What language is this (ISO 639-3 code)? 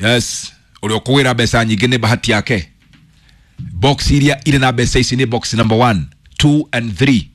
kik